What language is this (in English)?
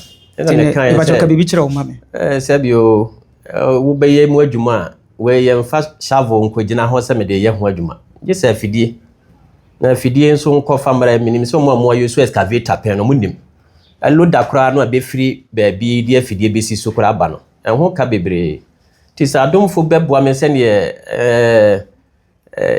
Akan